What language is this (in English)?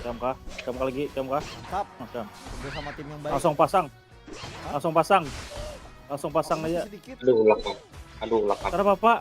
Banjar